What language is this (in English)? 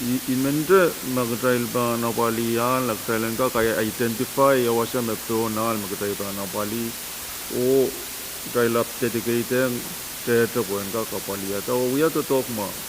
Pohnpeian